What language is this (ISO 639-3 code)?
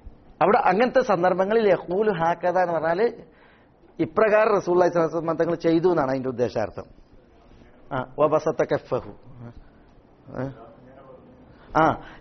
mal